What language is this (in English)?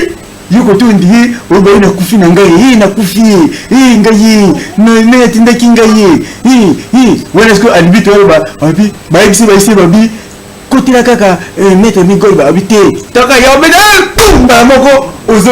Lingala